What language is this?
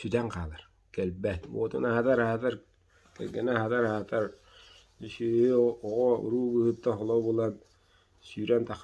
Yakut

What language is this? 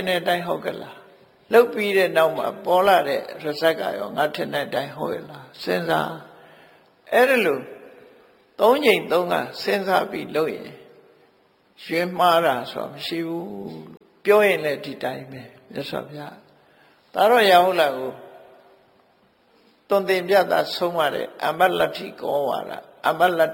Burmese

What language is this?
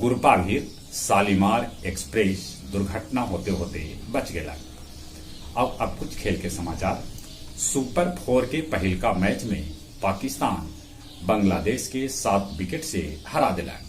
Magahi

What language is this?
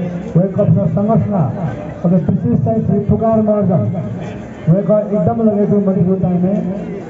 Newari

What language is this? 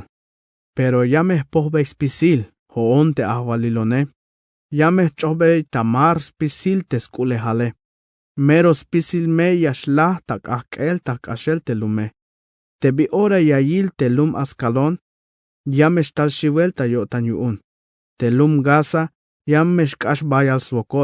Tzeltal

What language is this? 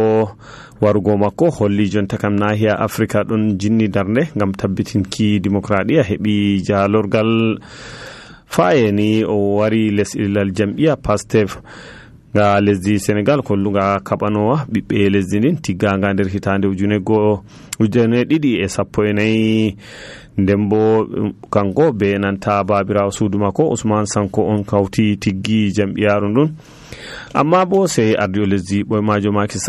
Nigerian Fulfulde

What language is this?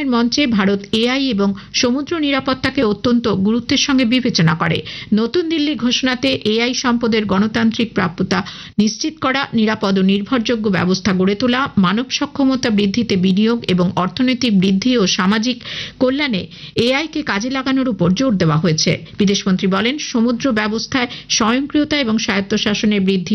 Bangla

